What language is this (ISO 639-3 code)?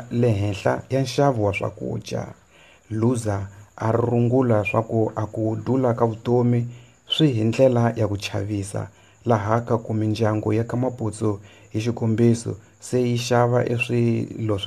tso